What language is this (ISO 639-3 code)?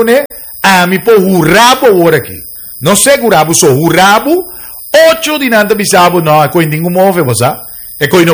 pap